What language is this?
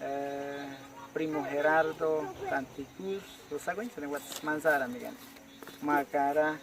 Awa-Cuaiquer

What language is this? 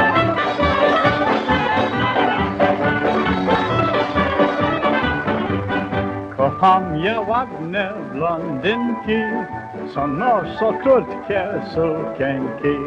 Polish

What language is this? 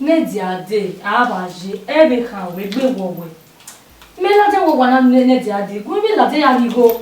Bini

